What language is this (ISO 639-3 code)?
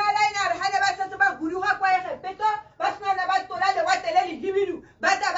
tsn